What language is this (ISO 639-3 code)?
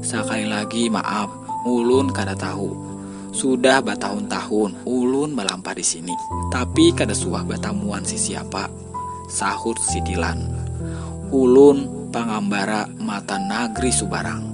bjn